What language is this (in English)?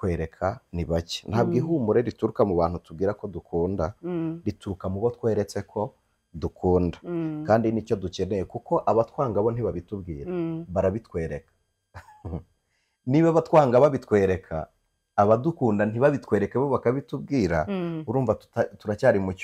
Kinyarwanda